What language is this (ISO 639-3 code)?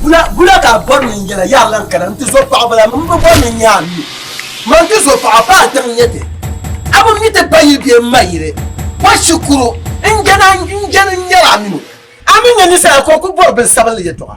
dag